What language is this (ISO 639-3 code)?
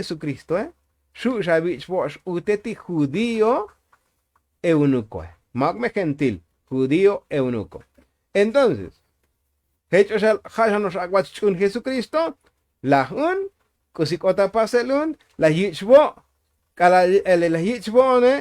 tzo